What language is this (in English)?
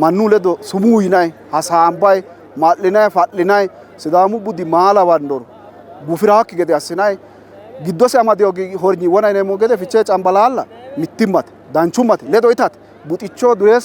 Sidamo